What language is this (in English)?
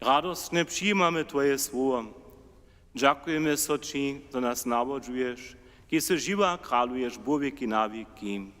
Upper Sorbian